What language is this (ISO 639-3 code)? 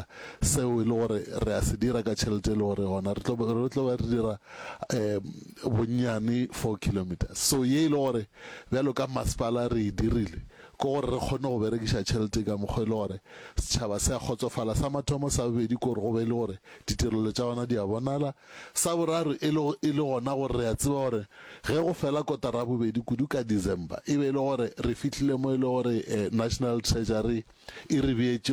nso